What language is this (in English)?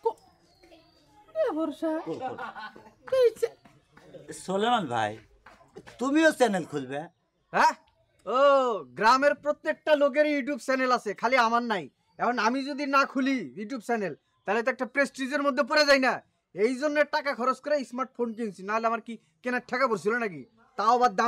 Bangla